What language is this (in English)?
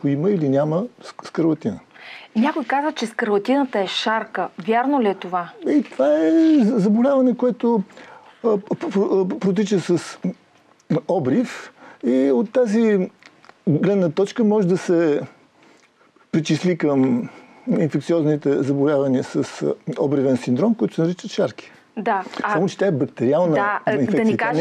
Bulgarian